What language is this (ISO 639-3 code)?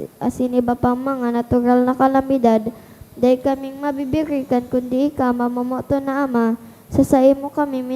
bik